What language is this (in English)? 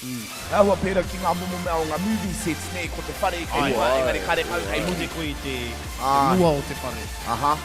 Māori